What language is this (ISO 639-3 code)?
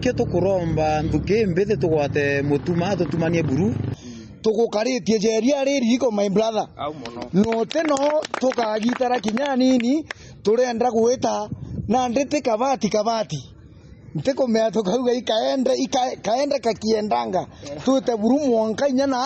mer